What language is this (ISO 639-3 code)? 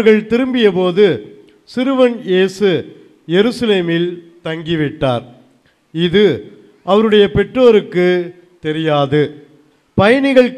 tam